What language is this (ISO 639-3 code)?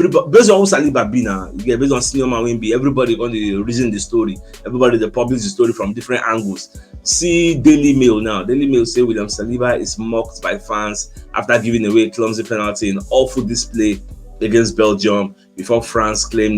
pcm